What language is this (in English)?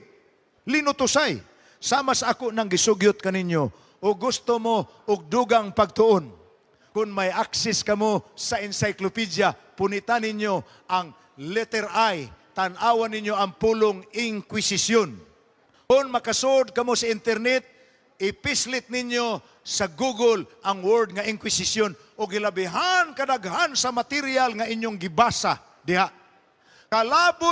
Cebuano